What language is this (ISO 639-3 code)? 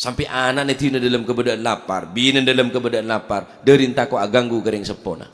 mad